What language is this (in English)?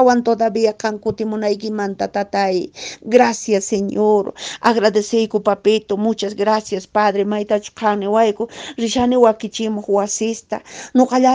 Quechua